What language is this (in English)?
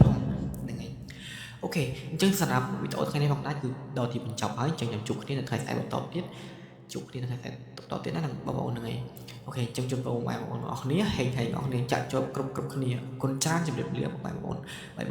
Khmer